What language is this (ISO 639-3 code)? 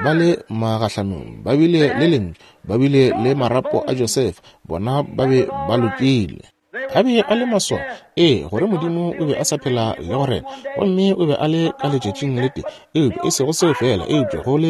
nso